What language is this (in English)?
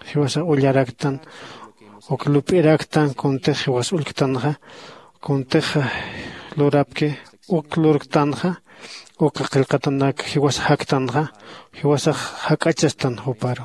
Aymara